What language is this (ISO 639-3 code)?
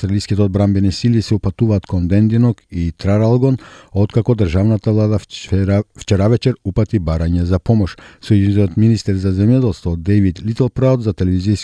mkd